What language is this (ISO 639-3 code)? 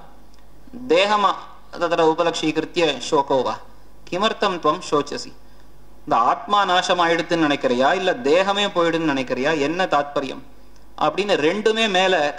tam